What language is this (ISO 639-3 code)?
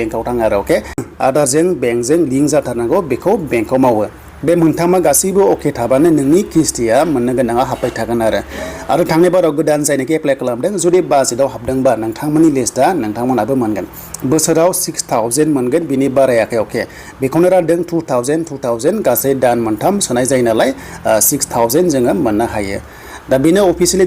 brx